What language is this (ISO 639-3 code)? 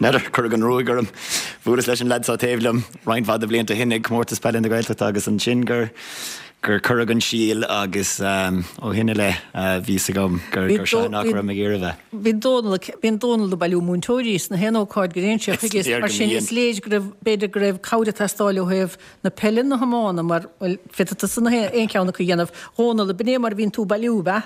gle